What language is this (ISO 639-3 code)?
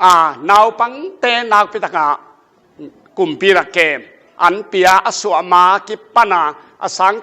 ctd